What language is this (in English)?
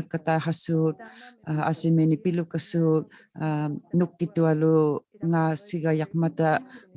Inuktitut